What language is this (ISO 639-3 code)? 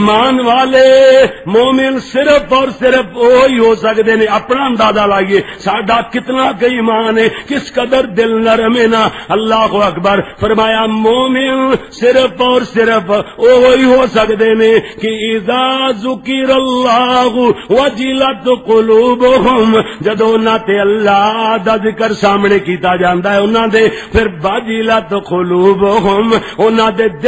lah